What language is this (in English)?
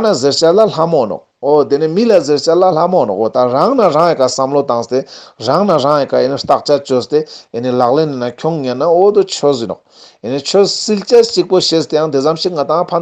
Ladakhi